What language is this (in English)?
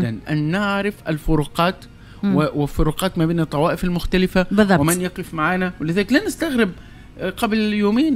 Tunisian Arabic